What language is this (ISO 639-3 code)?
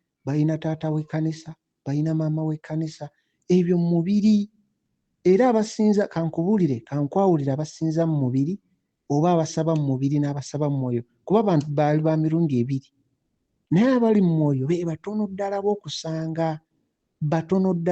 lug